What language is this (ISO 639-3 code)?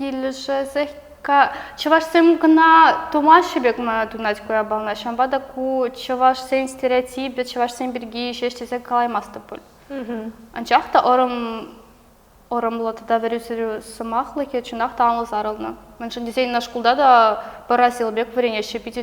chv